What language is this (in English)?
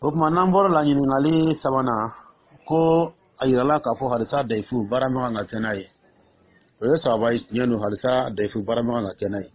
Dyula